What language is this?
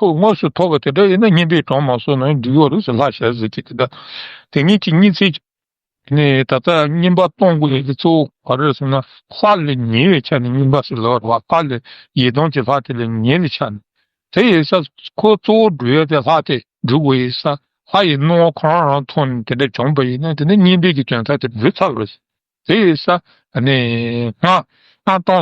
Tibetan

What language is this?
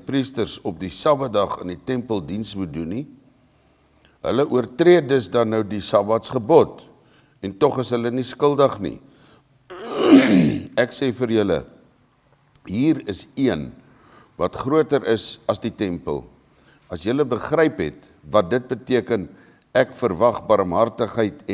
Afrikaans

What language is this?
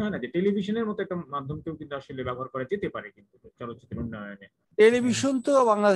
Bangla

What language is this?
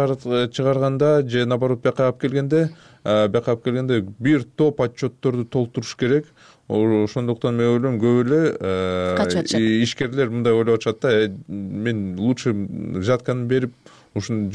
Kyrgyz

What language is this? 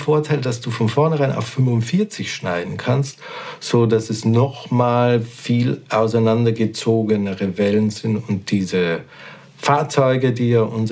German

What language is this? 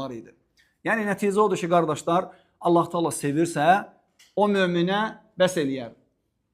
Azerbaijani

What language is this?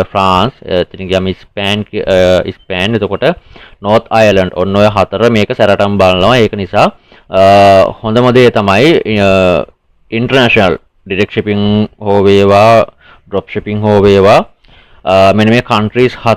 Sinhala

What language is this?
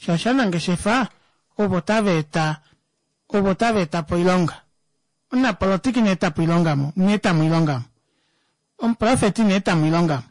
Kuanyama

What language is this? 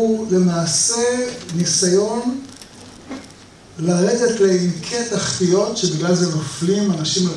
Hebrew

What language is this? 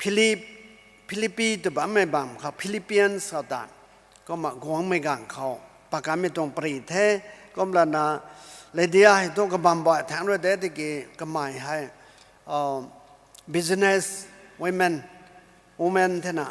Rongmei Naga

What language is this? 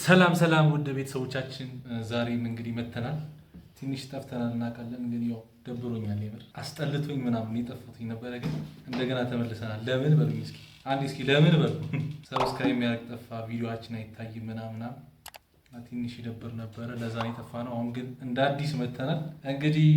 Amharic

